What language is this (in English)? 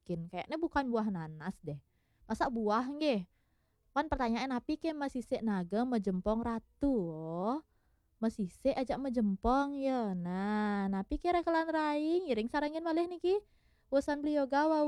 Balinese